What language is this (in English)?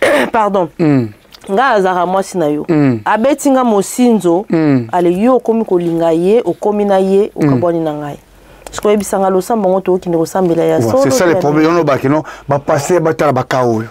Lingala